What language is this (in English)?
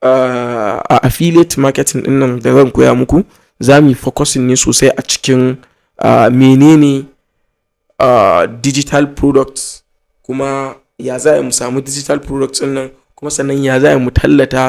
Hausa